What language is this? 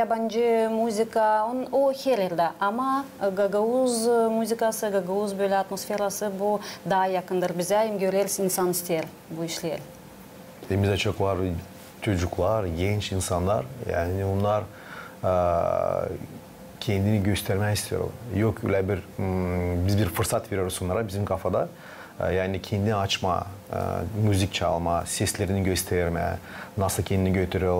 Gagauz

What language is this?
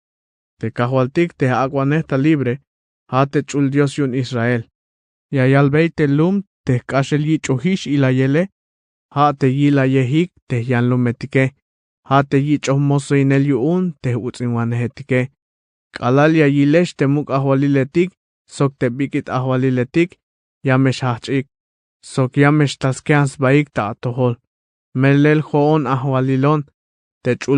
Tzeltal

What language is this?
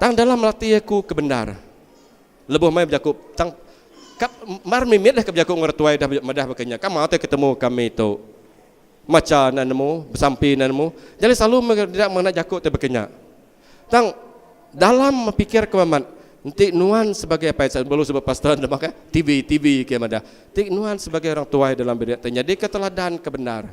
Iban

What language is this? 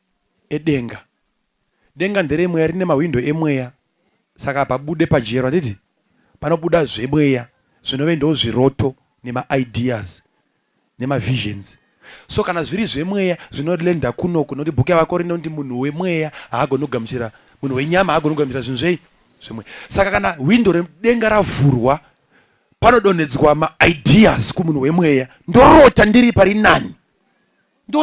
Shona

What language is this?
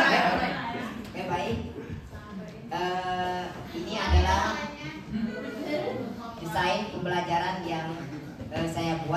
Indonesian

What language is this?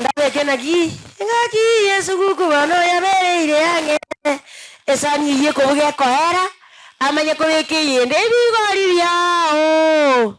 Gusii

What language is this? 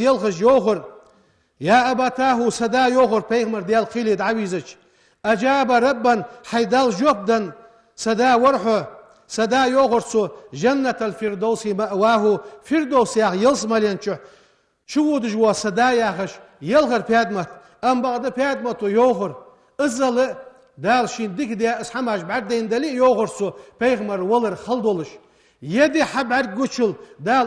Ingush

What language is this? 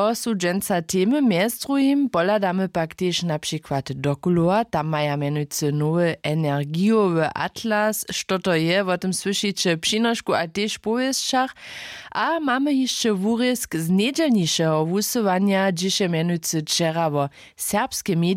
Upper Sorbian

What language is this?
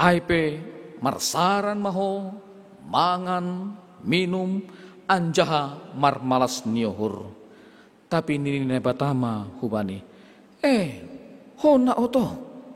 Batak Simalungun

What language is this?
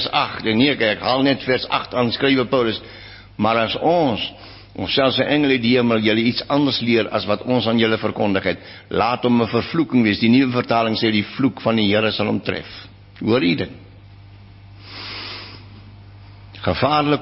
Afrikaans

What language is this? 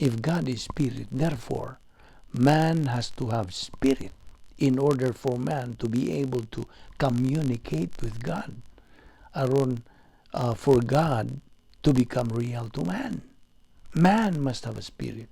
Cebuano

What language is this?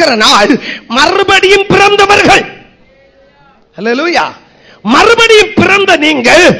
Tamil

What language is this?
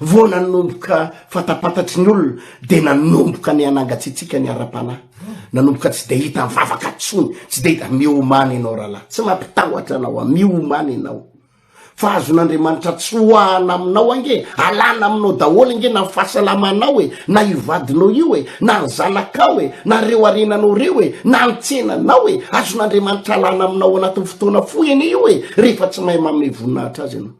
Malagasy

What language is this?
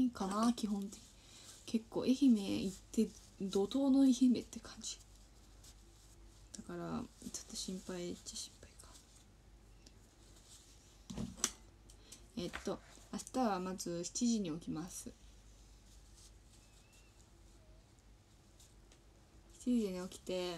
Japanese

